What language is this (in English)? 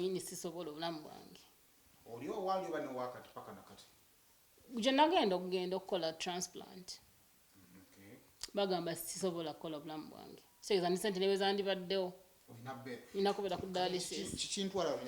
Ganda